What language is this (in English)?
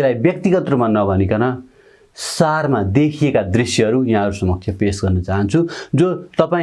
Nepali